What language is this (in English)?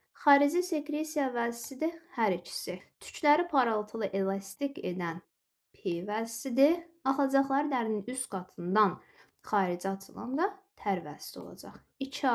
Azerbaijani